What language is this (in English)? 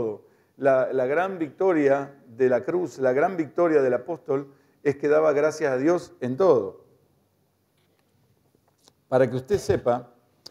Spanish